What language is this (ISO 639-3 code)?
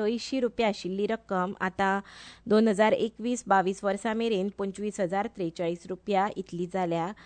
kok